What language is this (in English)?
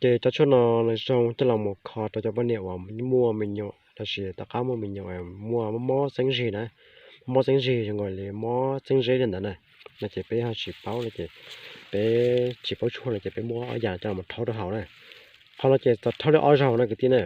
Hmong